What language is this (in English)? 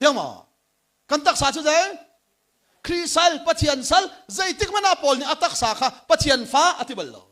Hakha Chin